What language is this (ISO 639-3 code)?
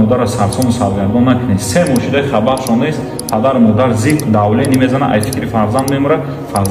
tgk